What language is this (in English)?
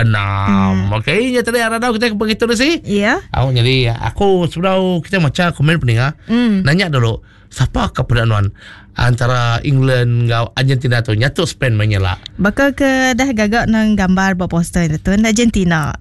Iban